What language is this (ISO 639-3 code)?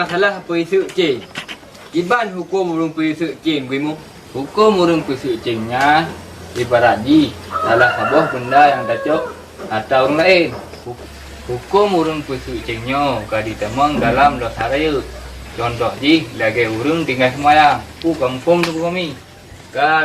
ace